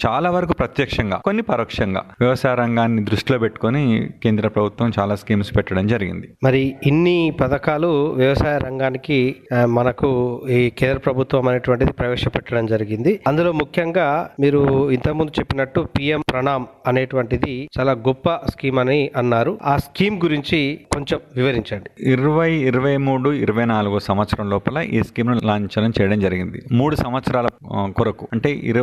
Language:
Telugu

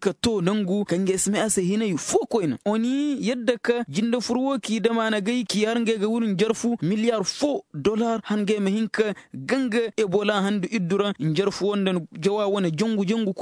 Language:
Koyraboro Senni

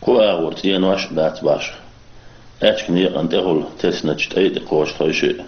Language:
Chechen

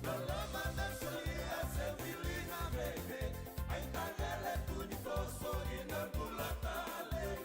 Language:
Fijian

